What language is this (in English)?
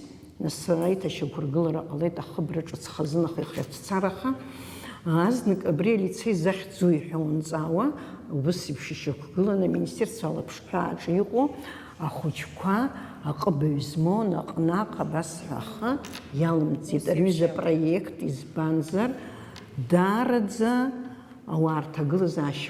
Abkhazian